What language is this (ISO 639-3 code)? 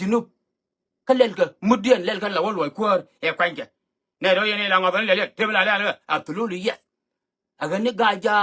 nus